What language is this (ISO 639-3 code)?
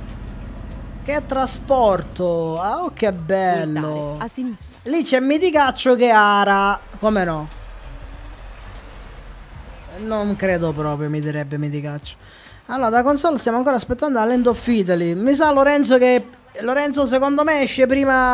ita